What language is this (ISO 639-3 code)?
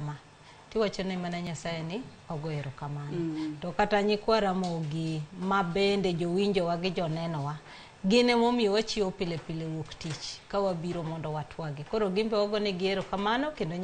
luo